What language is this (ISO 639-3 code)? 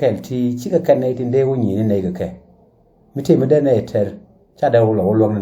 nus